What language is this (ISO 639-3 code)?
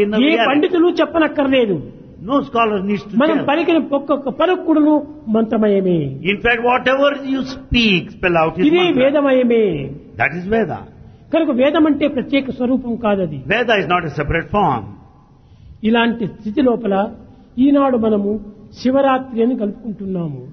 tel